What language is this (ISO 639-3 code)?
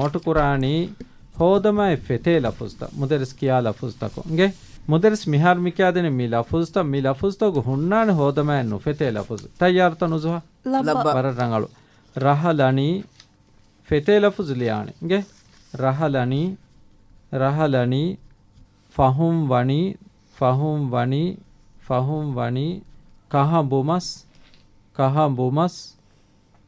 div